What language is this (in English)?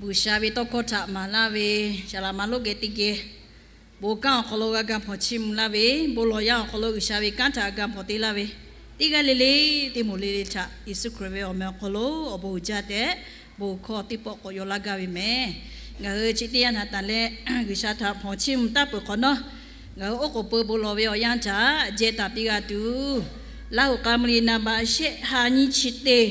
Lahu